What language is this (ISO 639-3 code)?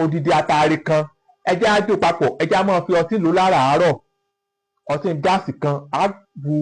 yor